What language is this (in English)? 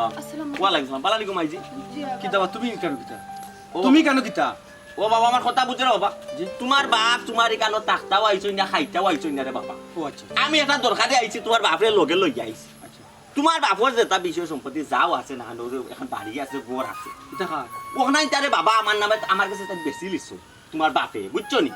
Sylheti